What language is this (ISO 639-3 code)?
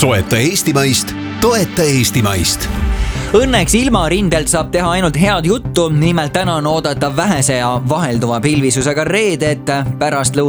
est